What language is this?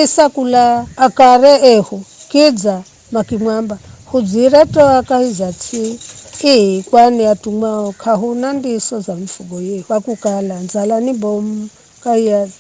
Giryama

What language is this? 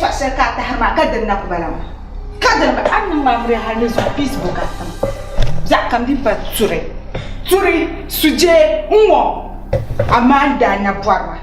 Dagbani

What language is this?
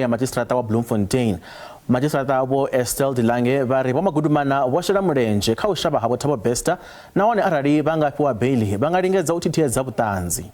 Venda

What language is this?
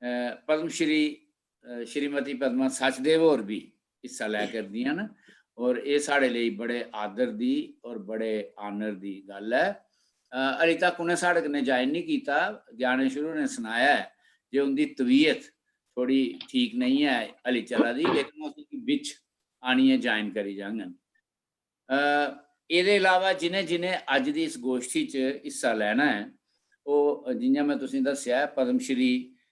Dogri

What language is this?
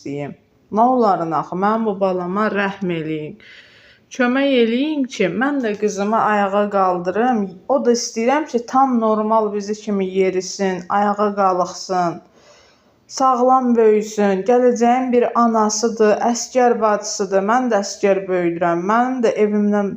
Azerbaijani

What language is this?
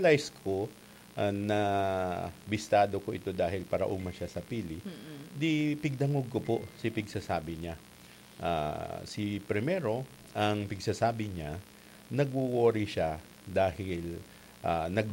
Bikol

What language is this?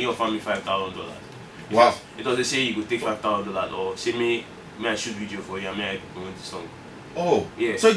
Nigerian Pidgin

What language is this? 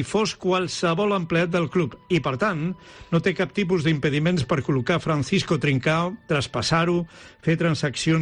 Catalan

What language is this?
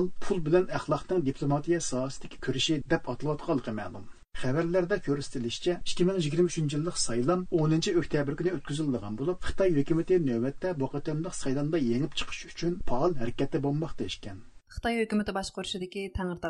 Uyghur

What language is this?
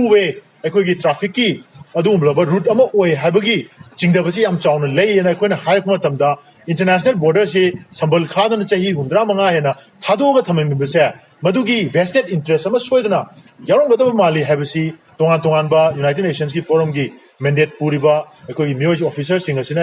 Manipuri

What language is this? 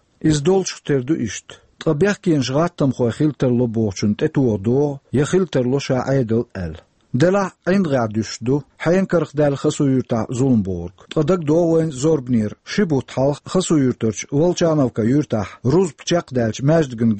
Chechen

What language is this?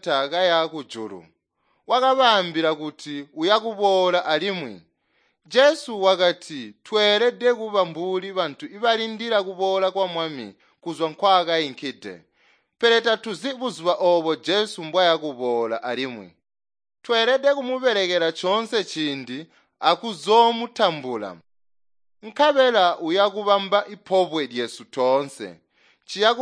Tonga (Zambia)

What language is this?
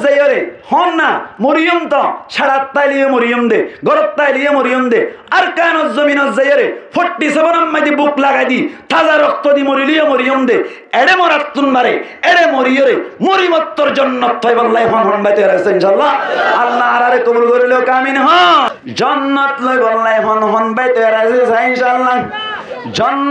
Rohingya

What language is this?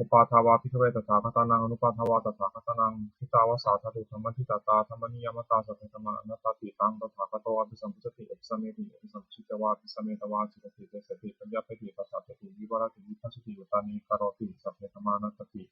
Pali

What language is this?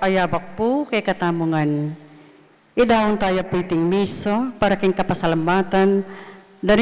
Pampanga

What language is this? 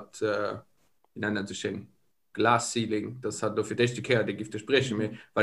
Luxembourgish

